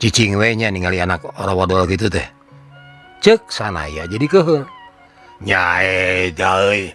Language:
Sundanese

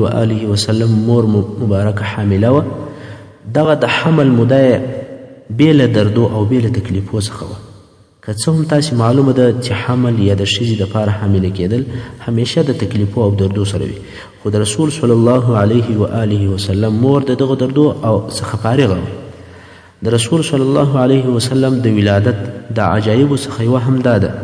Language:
Pashto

